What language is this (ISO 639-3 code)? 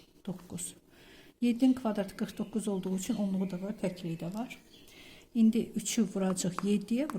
aze